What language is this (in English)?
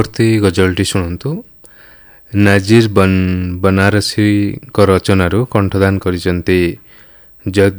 Odia